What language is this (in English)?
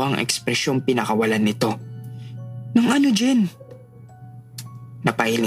Filipino